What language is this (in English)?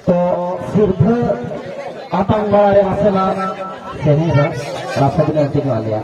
Santali